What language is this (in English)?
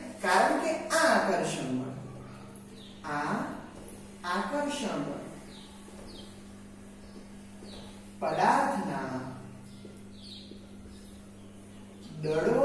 Gujarati